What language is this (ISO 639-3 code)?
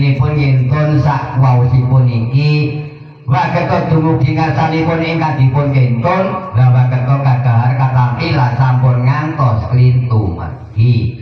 jav